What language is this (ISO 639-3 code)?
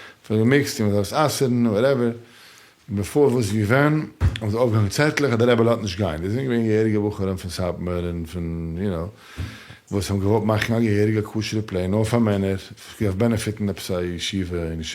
yid